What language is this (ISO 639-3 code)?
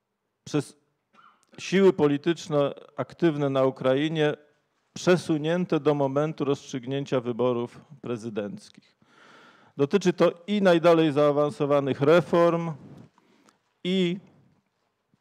pol